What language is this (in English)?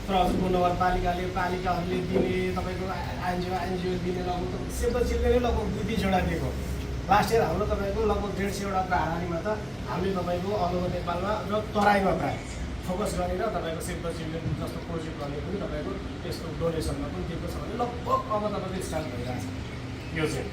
Nepali